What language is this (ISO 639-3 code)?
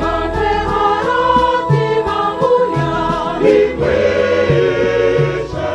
nyn